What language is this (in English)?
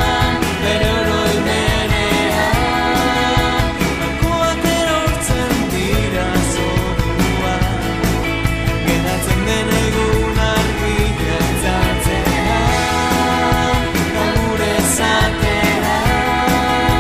Basque